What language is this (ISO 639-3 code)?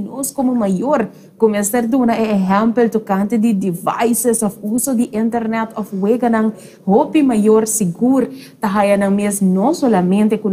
pap